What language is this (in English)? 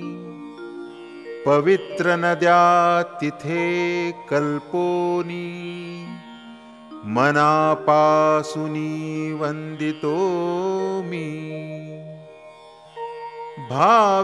Marathi